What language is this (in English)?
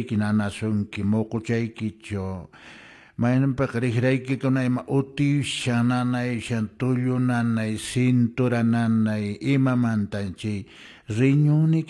Quechua